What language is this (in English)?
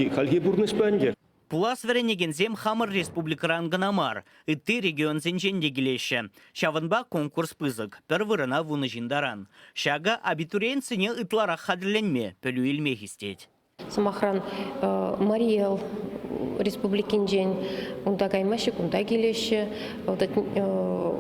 Chuvash